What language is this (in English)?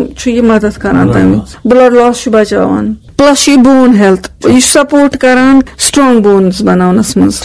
Kashmiri